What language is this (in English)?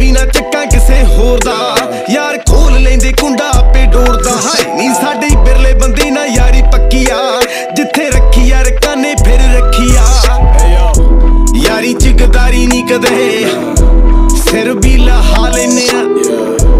Punjabi